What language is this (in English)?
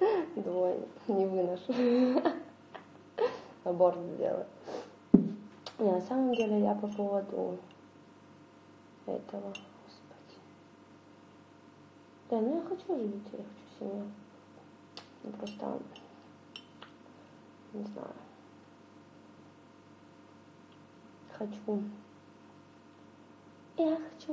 Russian